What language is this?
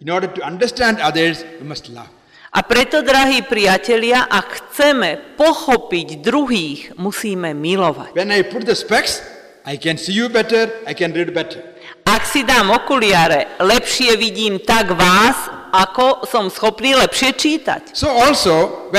Slovak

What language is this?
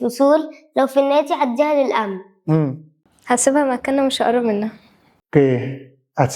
Egyptian Arabic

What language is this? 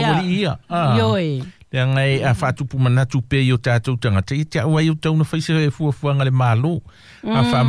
Samoan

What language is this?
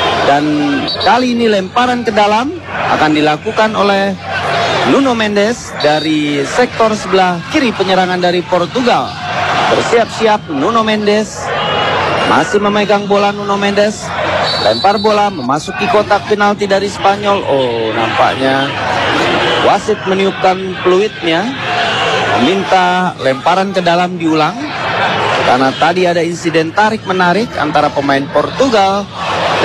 Indonesian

